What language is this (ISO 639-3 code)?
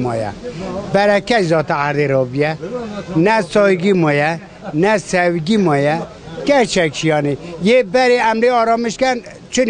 kur